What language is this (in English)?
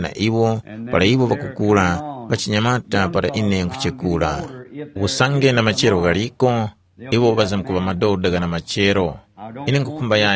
Tumbuka